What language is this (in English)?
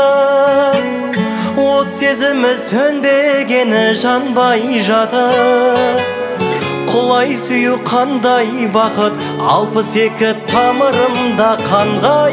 Kazakh